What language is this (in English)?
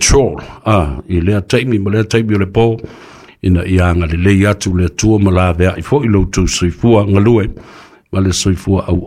Samoan